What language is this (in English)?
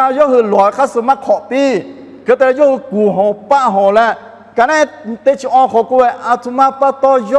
Lahu